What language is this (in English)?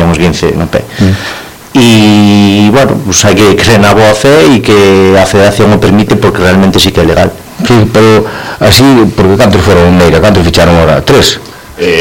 Galician